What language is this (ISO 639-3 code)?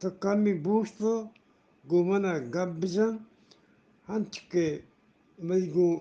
bgp